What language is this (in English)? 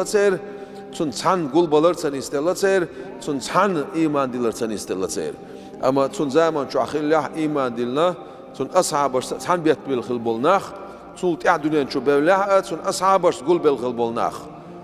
Chechen